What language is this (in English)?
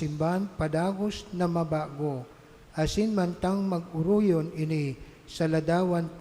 Bikol